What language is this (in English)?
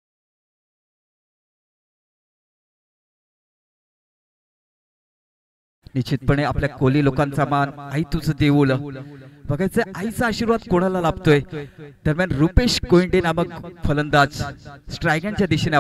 Marathi